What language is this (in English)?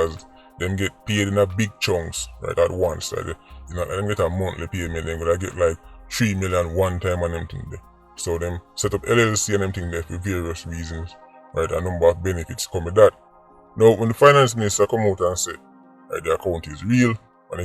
Jamaican Creole English